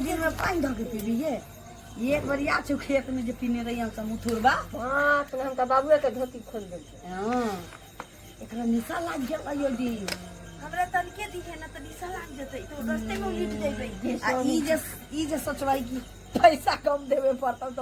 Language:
Maithili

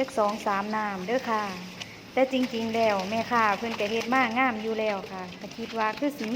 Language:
Northeastern Thai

